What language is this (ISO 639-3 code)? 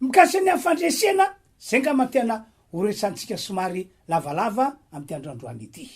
mlg